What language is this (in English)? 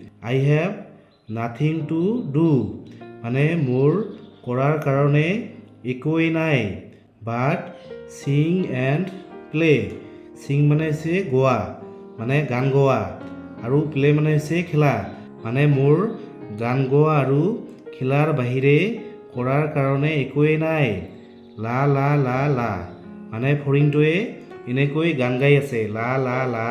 Assamese